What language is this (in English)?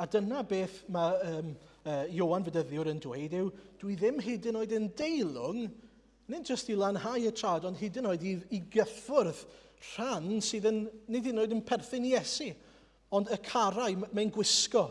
Welsh